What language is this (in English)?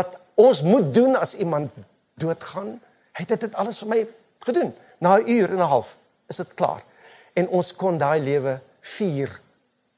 Afrikaans